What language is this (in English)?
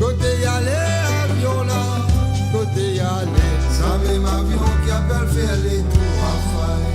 Morisyen